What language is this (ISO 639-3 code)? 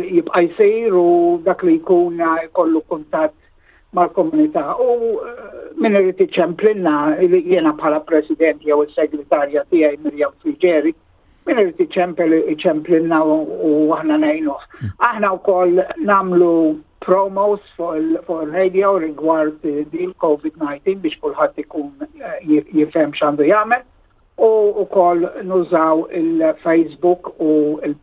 mlt